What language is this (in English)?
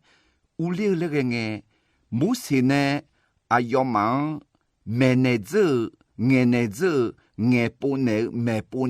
Akha